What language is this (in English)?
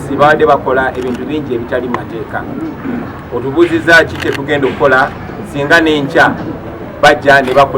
Ganda